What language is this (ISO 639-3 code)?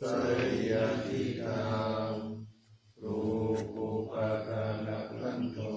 pli